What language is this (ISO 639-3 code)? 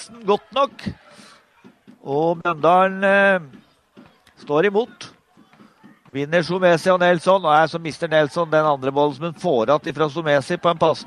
nor